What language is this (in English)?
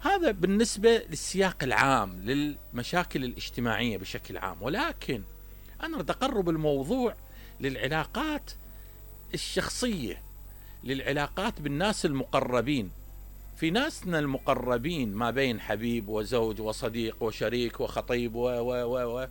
Mesopotamian Arabic